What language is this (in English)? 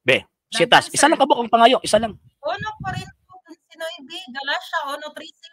Cebuano